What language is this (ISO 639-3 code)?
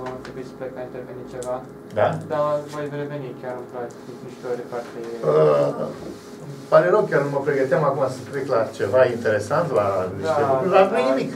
ron